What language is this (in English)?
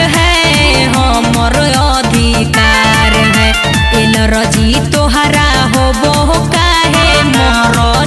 Magahi